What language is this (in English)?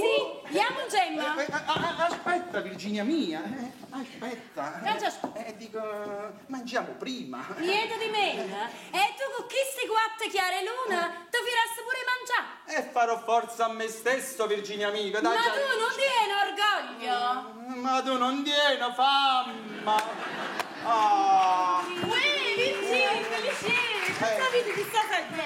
Neapolitan